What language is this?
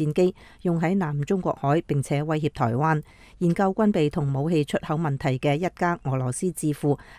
Cantonese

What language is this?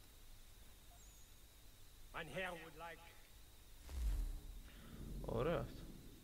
Greek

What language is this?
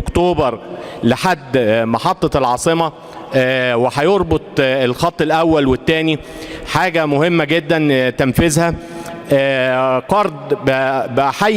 Egyptian Arabic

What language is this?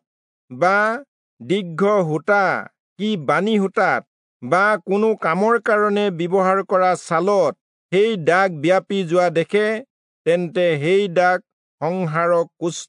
Assamese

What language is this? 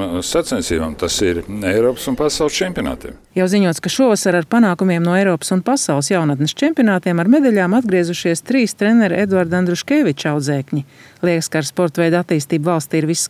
Latvian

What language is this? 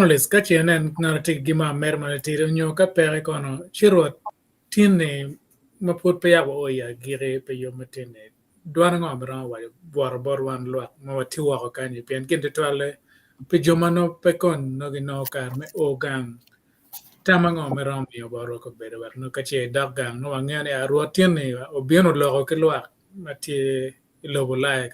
Acoli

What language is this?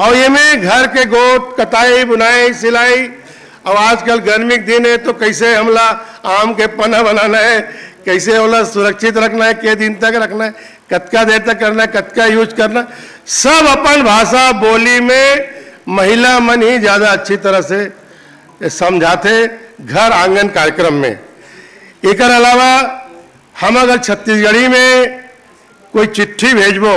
Chhattisgarhi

